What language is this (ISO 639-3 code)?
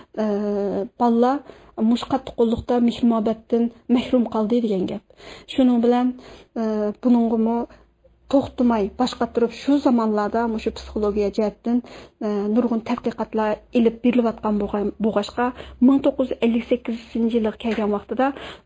uig